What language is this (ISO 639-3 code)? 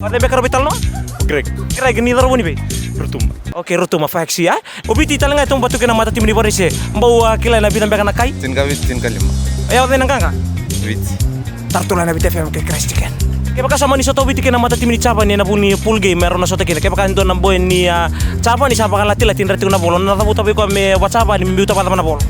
fij